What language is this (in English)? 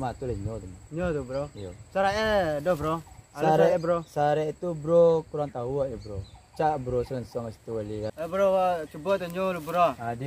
Minangkabau